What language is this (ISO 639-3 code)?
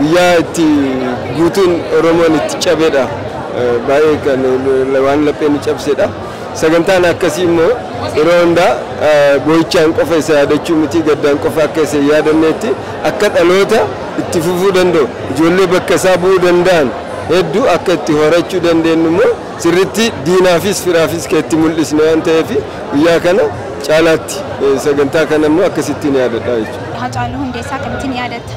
orm